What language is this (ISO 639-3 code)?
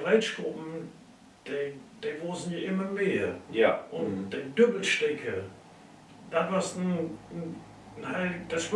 nds